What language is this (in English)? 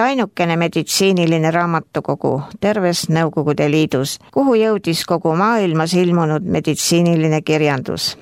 Estonian